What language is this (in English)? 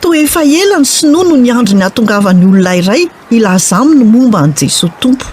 Malagasy